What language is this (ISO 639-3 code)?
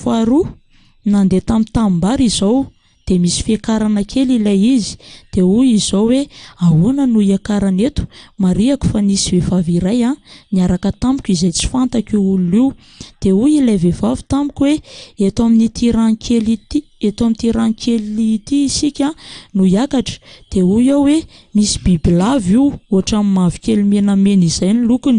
mlg